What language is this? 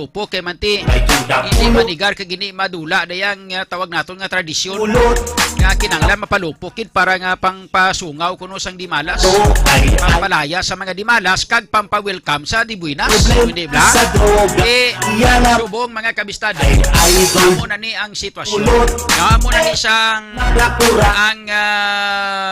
Hiligaynon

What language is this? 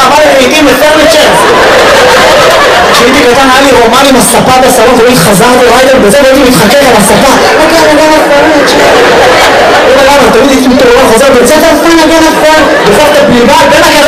Hebrew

